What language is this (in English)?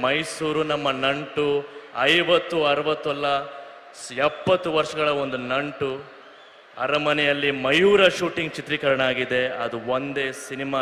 Kannada